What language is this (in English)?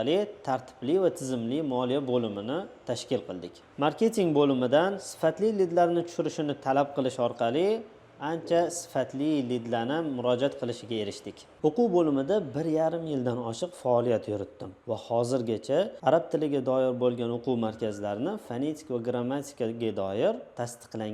Uzbek